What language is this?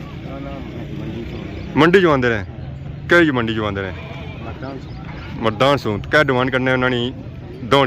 Pahari-Potwari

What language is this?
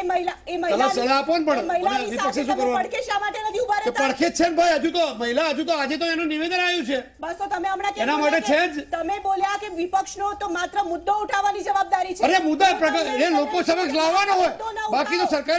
Gujarati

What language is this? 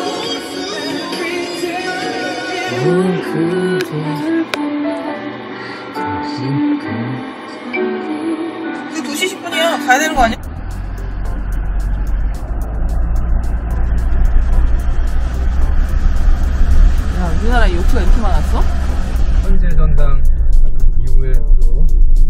Korean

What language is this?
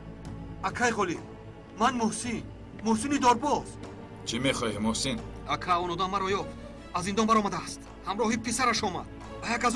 Tajik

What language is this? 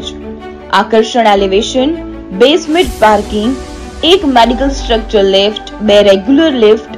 Gujarati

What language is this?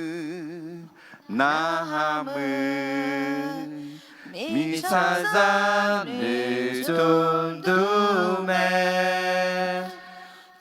Akha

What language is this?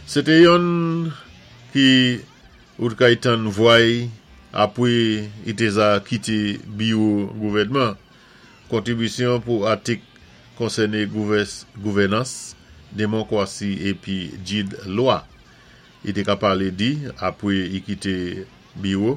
Saint Lucian Creole French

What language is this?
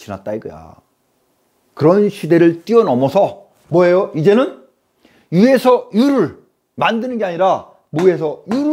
Korean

